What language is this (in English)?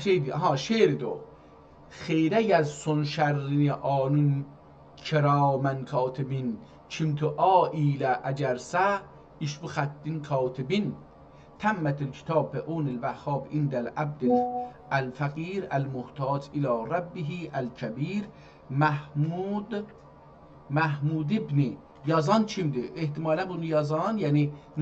South Azerbaijani